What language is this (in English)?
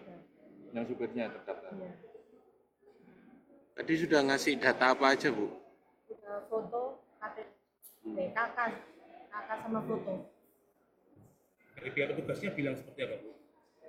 Indonesian